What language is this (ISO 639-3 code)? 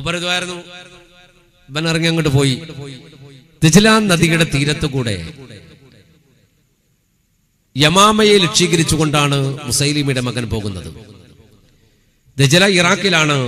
mal